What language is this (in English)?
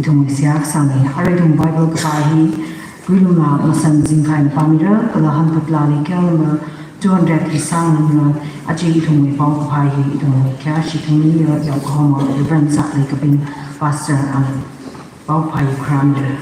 Tangkhul Naga (India)